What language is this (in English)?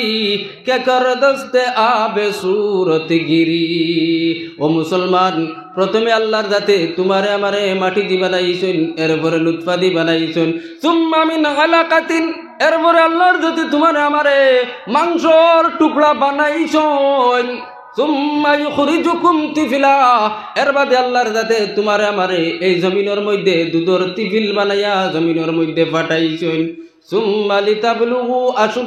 Sylheti